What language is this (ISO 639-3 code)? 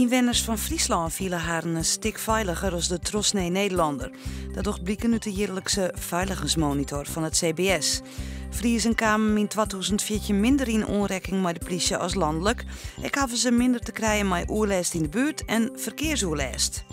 fry